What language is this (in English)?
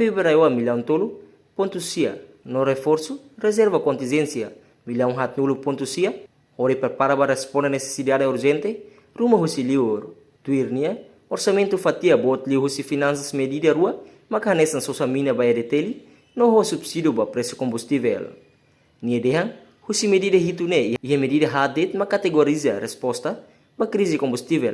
Tetum